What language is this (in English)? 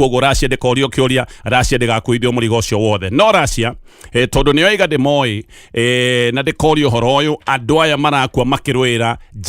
Kikuyu